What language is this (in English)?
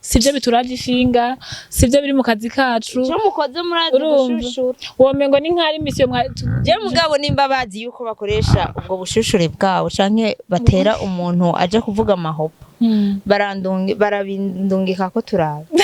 Rundi